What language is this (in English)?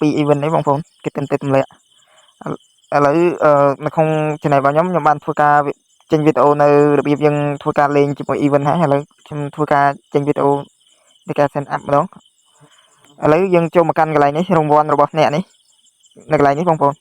Khmer